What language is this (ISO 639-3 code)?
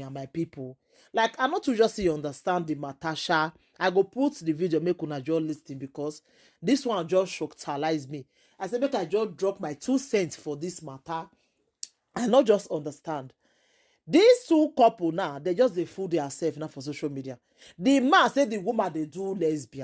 pcm